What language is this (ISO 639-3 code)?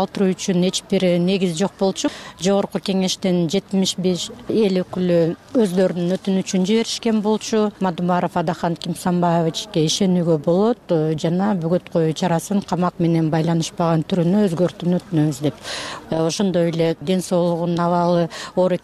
kir